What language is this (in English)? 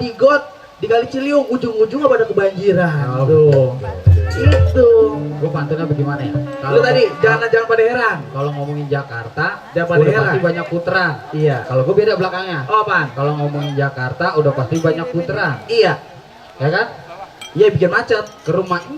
Betawi